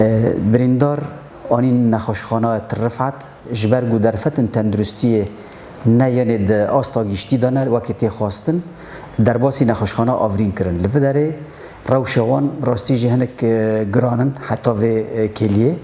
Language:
Kurdish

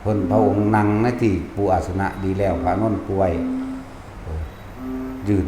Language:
Lao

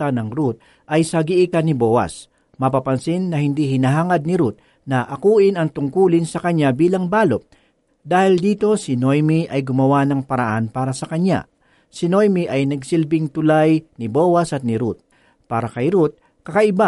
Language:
Filipino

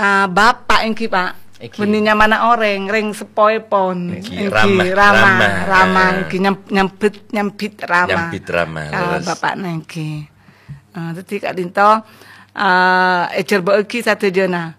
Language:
Madurese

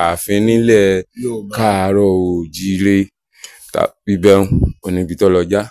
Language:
Yoruba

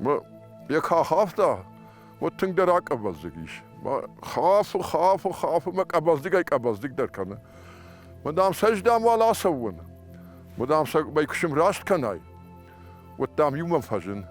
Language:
Ossetic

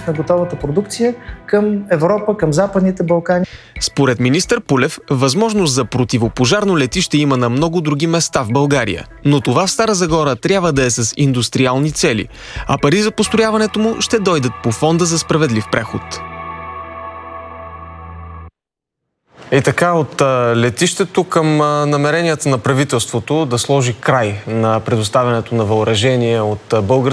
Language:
Bulgarian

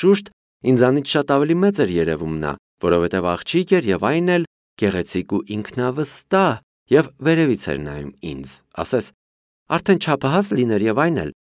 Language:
Armenian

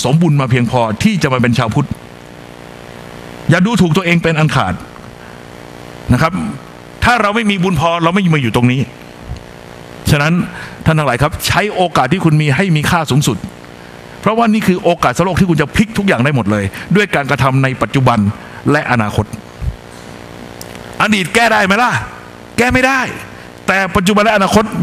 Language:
Thai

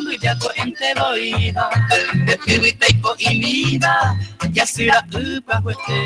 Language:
Guarani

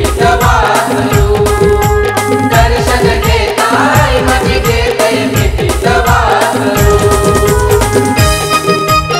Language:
Marathi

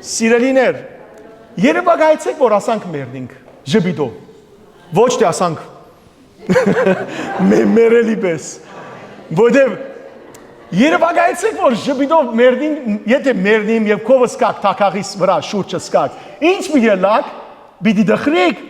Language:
Western Armenian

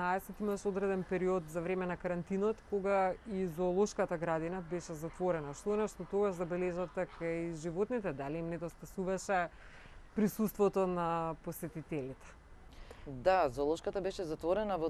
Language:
Macedonian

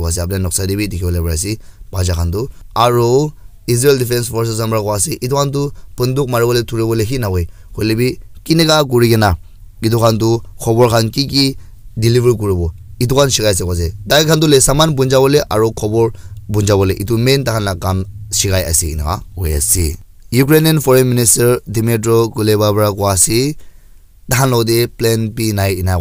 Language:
Naga Pidgin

